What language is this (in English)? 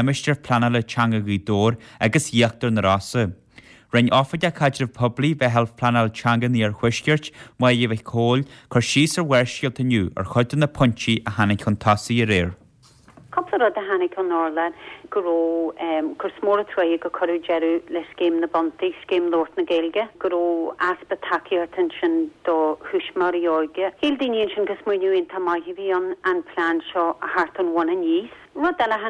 Irish